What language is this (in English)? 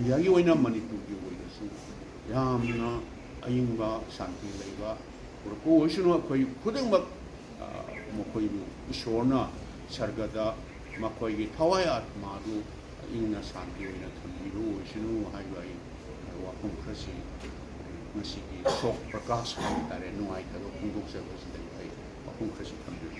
Manipuri